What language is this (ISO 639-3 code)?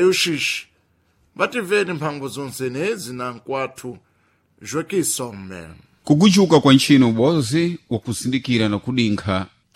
seh